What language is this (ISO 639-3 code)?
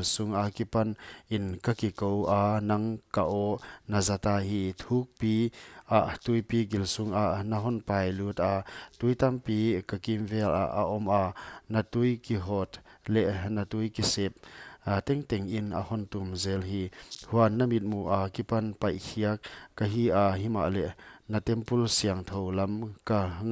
pck